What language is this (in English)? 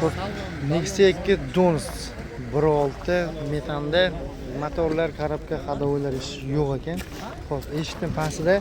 Uzbek